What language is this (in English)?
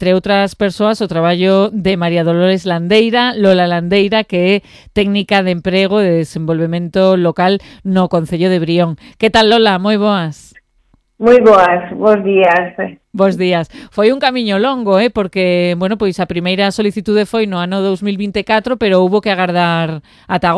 Galician